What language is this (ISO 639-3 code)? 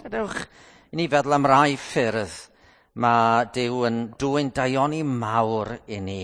cym